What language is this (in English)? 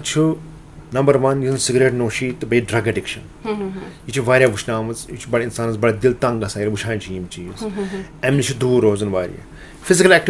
Kashmiri